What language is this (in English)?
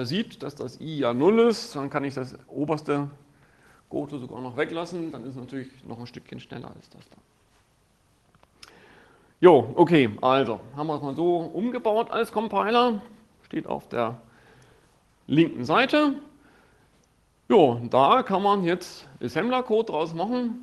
German